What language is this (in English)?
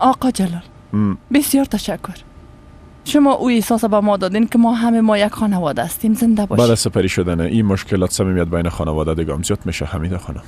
Persian